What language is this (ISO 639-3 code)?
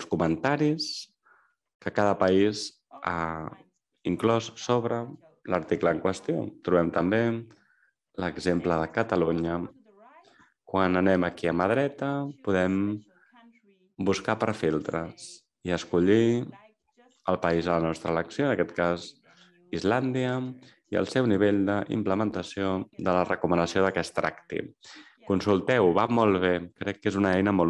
cat